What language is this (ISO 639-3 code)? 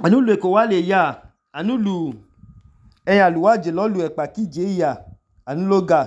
idu